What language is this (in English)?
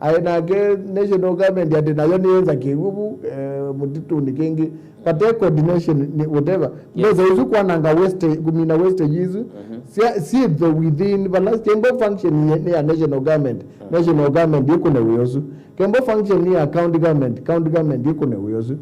Kamba